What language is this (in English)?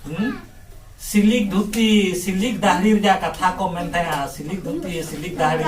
Santali